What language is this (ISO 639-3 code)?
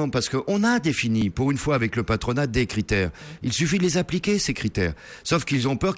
fra